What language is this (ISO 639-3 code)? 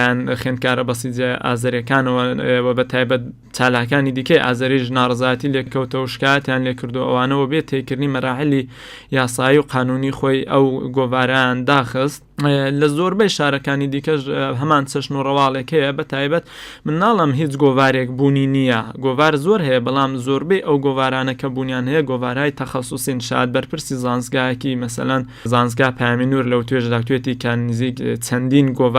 ckb